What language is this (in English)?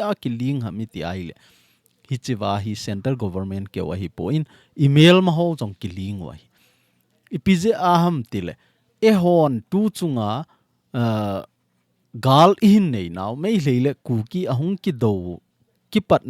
Thado Chin